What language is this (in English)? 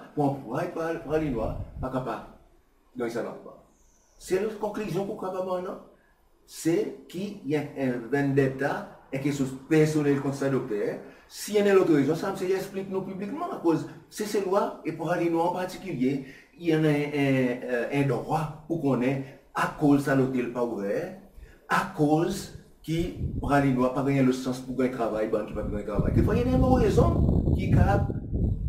Seselwa Creole French